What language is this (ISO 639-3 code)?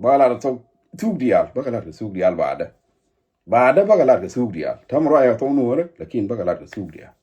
nus